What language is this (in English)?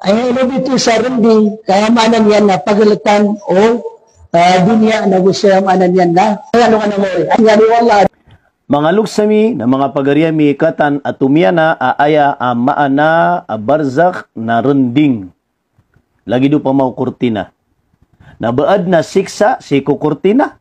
Maranao